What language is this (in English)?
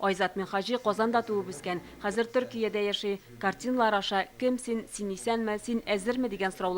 Tatar